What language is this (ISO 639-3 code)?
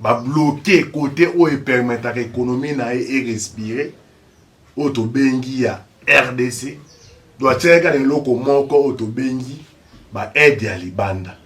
lin